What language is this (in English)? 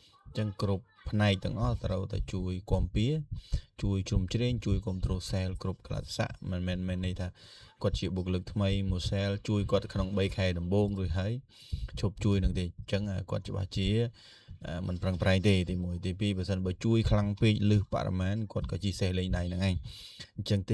Khmer